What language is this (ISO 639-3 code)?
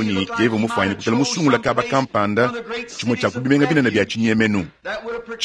lua